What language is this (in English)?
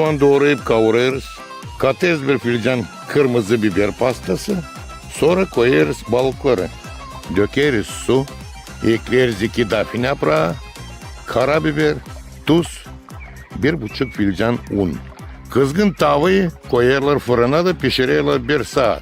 Gagauz